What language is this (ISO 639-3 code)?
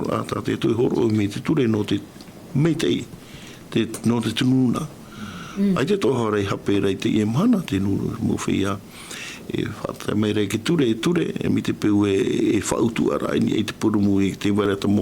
tah